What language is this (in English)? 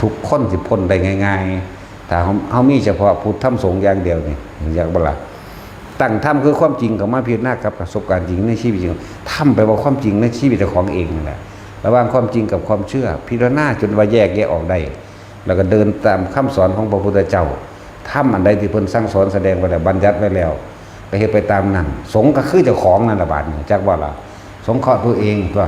Northeastern Thai